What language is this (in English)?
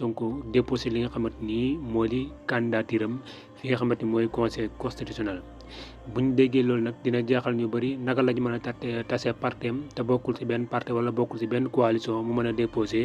Wolof